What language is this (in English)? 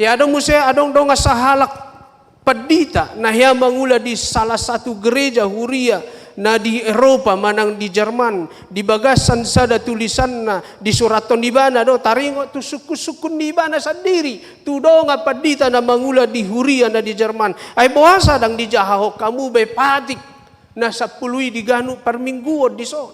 Batak Toba